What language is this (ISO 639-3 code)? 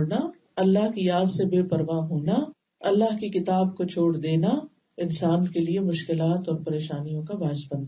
urd